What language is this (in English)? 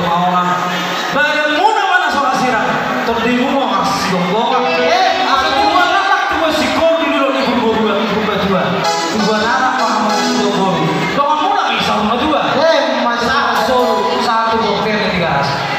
Batak Toba